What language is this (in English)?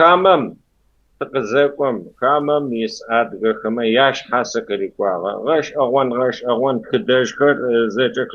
Kabardian